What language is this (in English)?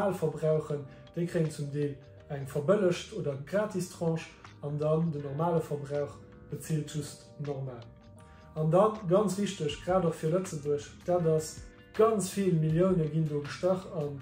Luxembourgish